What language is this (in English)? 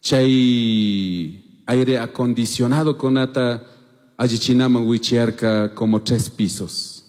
Chimborazo Highland Quichua